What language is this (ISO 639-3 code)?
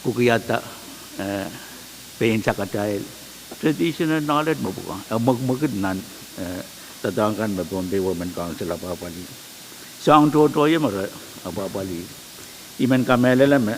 pon